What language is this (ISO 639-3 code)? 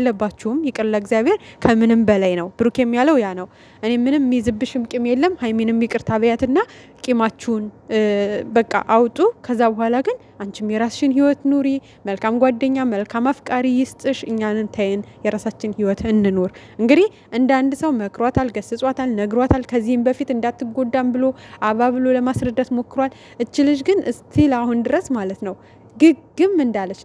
amh